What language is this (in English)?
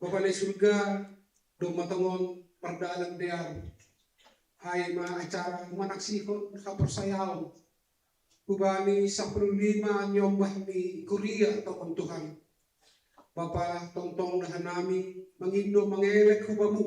Batak Simalungun